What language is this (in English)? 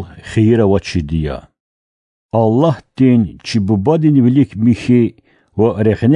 Lezghian